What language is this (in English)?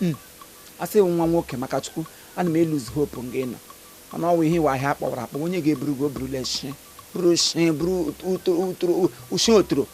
Igbo